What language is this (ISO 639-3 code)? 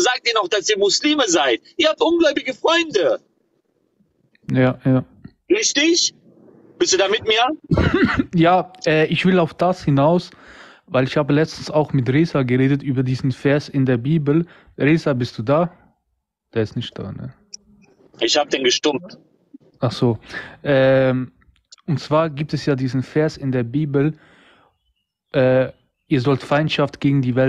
deu